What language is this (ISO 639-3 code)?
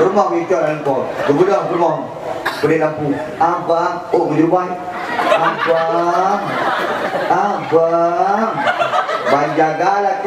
ace